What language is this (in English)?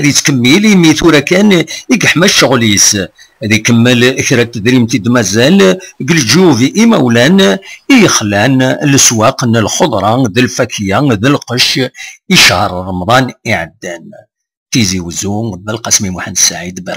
Kabyle